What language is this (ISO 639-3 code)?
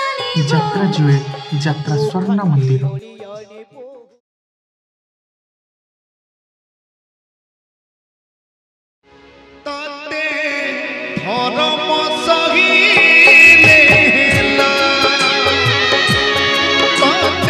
ori